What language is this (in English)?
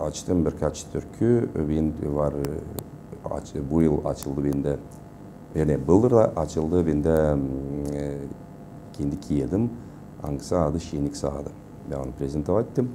Gagauz